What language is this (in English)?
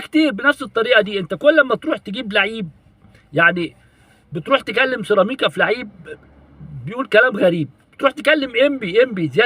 Egyptian Arabic